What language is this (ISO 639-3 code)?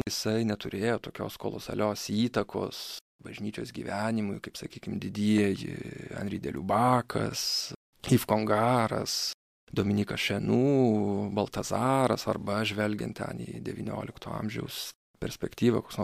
lit